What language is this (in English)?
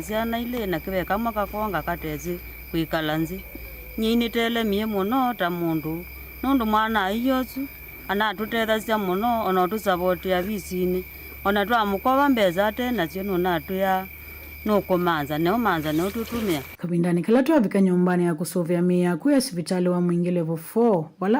Kamba